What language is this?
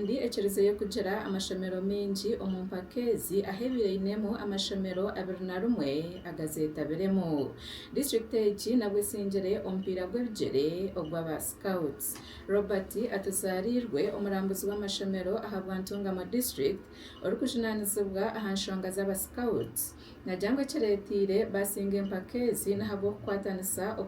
Nyankole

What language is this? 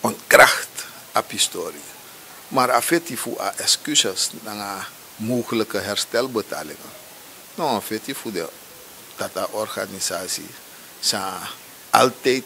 Sranan Tongo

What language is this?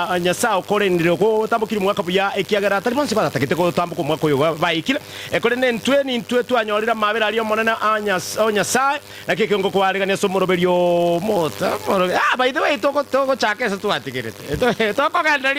Gusii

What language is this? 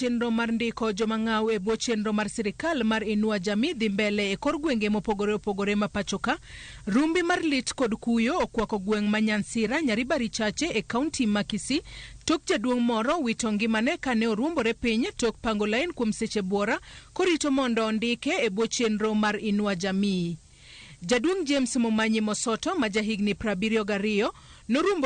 Luo (Kenya and Tanzania)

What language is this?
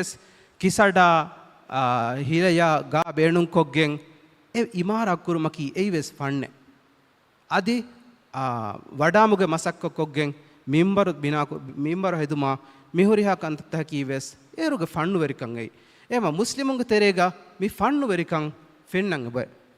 Divehi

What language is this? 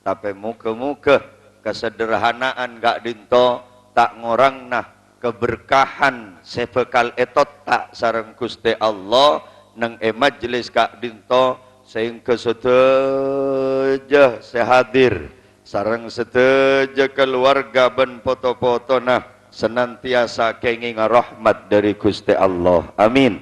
Madurese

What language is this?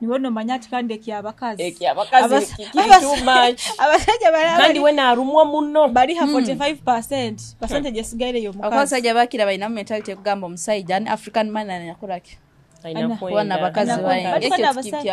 Nyoro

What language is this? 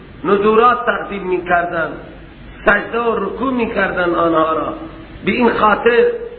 Persian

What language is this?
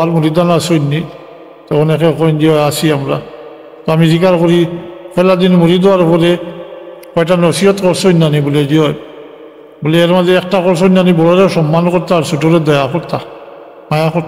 Sylheti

